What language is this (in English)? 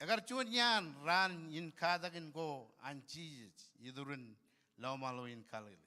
Marshallese